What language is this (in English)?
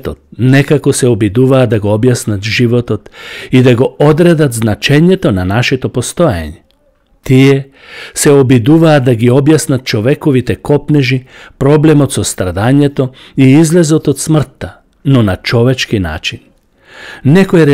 Macedonian